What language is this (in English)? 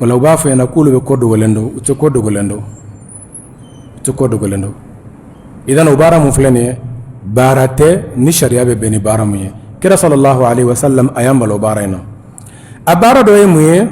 Bambara